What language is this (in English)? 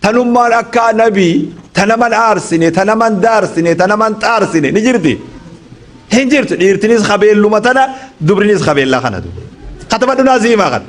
Oromo